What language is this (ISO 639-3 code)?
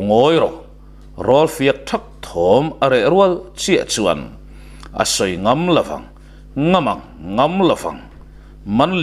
lus